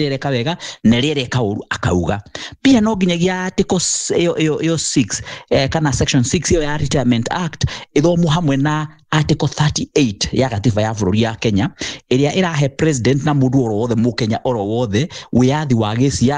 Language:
Kikuyu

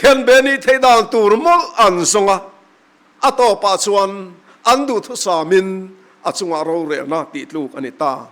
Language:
Mizo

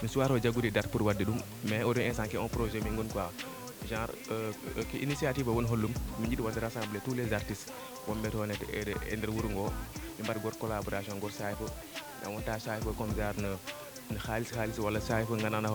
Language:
Fula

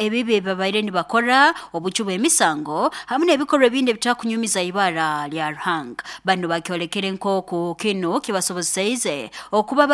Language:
Nyankole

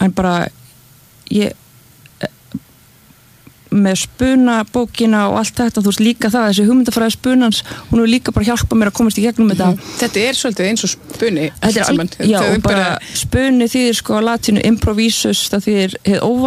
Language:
Icelandic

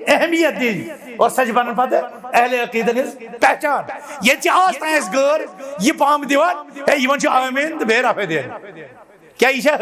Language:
Kashmiri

